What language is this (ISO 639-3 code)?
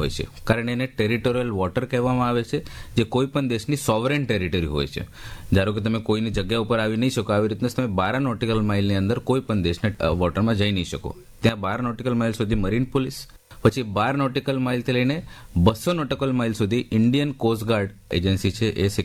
guj